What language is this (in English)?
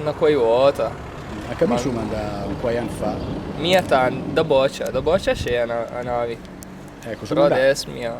Lombard